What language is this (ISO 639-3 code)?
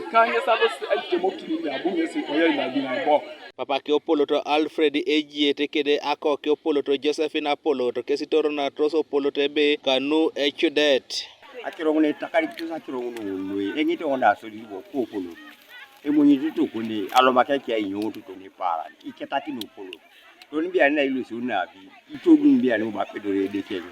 teo